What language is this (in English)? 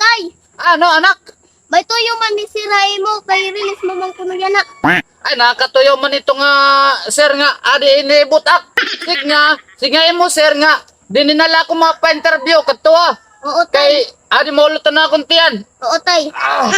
Waray